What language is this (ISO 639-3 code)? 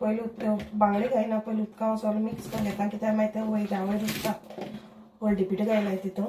kok